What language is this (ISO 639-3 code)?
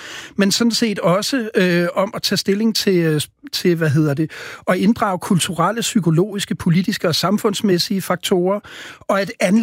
dan